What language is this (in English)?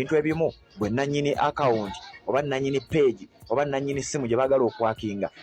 Ganda